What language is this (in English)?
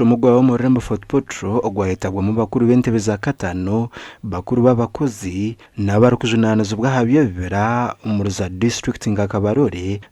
Nyankole